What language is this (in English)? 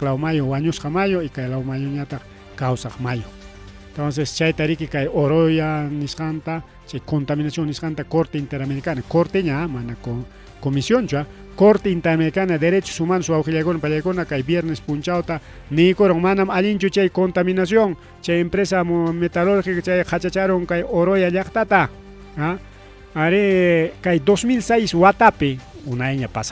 Ayacucho Quechua